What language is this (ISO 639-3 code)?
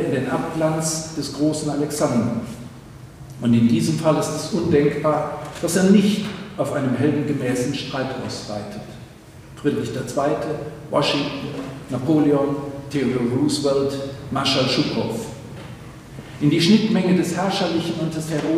deu